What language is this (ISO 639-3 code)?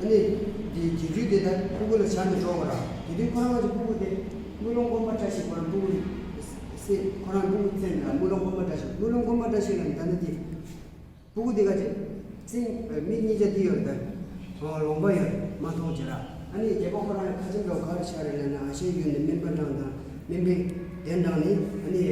bod